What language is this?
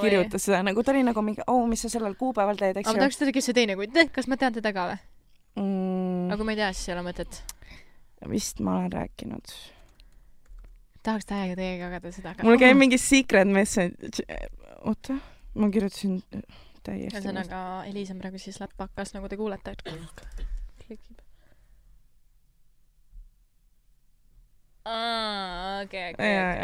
Estonian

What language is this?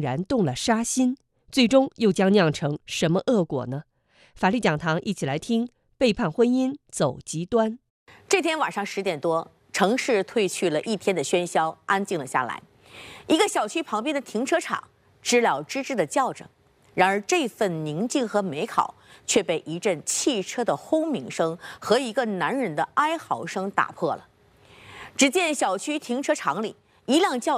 Chinese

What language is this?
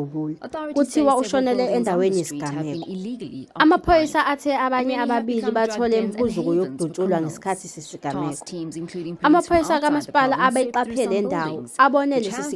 Zulu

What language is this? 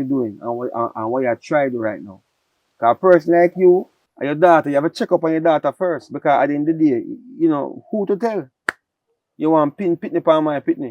Jamaican Creole English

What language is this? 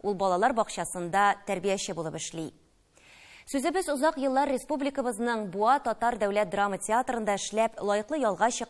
Tatar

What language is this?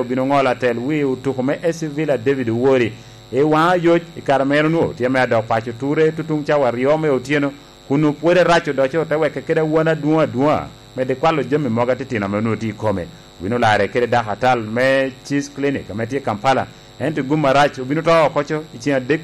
Lango (Uganda)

